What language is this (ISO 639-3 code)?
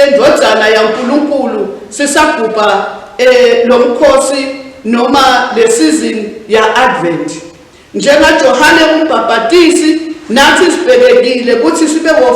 ssw